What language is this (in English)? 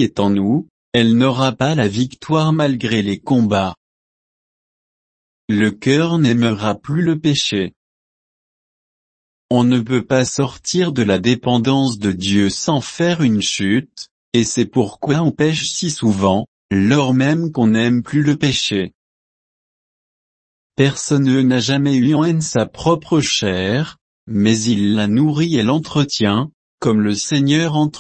French